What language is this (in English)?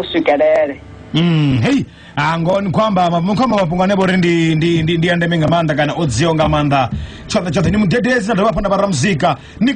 Venda